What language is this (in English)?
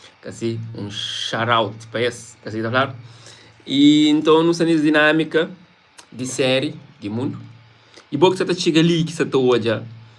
Kabuverdianu